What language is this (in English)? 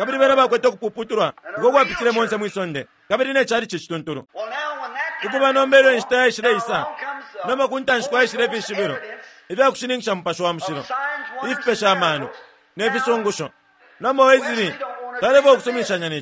Bemba